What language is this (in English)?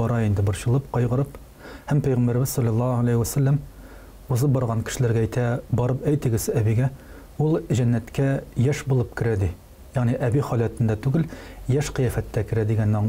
Tatar